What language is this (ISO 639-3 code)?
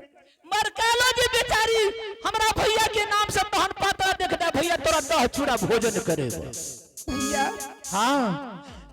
anp